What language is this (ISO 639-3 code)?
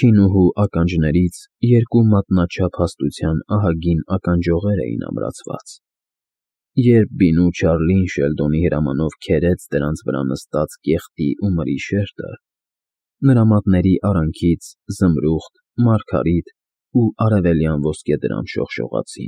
hye